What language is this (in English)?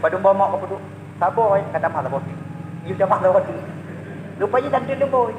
Achinese